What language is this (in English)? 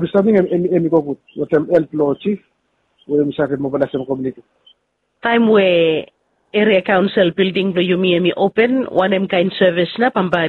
Bislama